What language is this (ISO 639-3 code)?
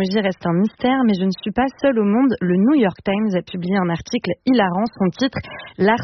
fra